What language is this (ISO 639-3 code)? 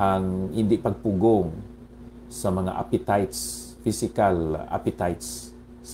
hil